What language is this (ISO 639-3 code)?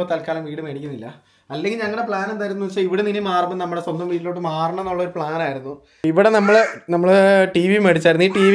mal